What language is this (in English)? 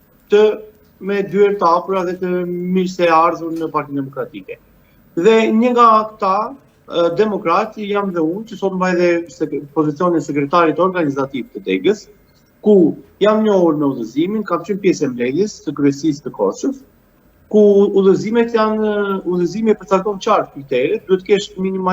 Albanian